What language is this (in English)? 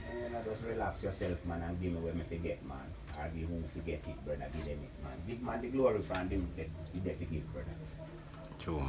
Jamaican Creole English